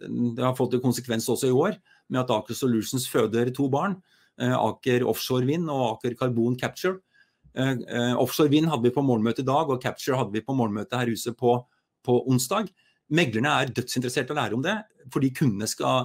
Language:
Norwegian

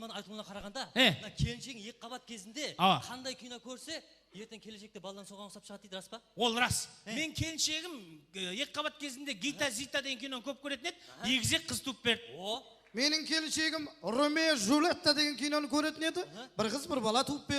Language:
Kara-Kalpak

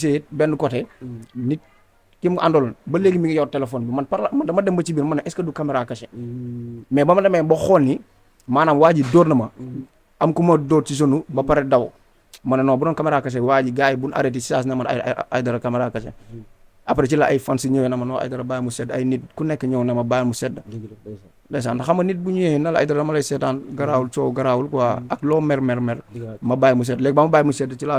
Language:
Wolof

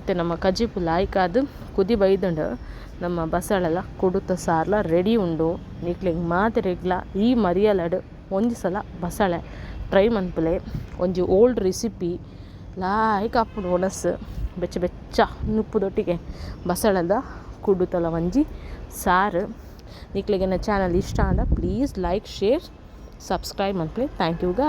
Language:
Tulu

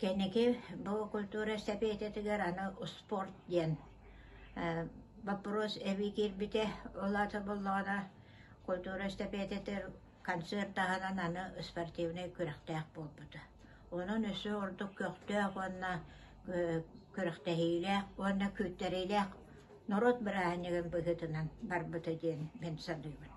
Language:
Yakut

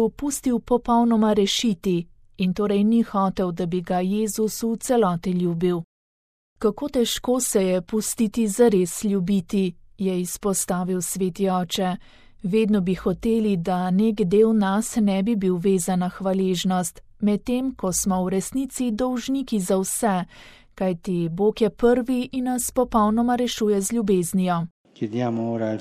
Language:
Slovenian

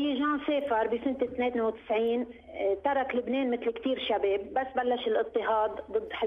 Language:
North Levantine Arabic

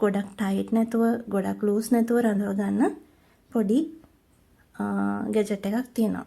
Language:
Sinhala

